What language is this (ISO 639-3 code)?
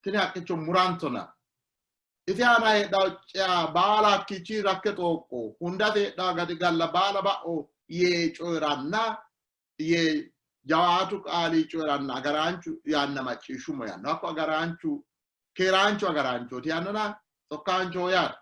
sid